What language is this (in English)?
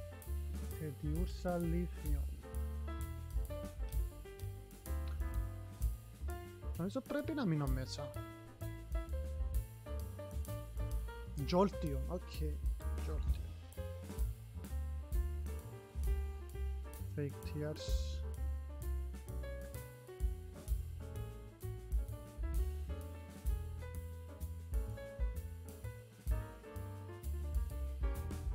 Greek